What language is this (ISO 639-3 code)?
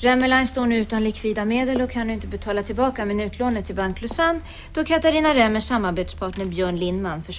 swe